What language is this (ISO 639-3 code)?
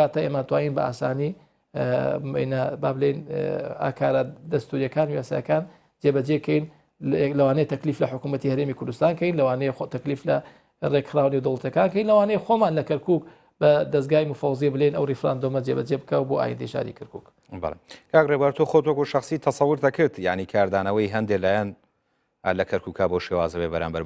ckb